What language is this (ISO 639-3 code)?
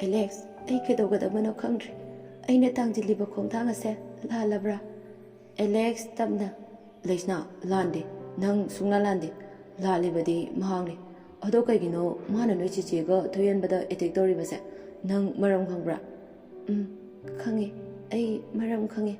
mni